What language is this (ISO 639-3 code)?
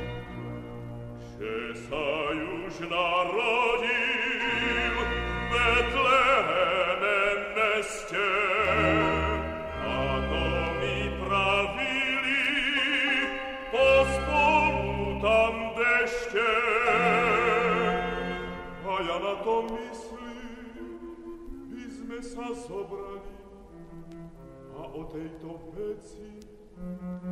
slk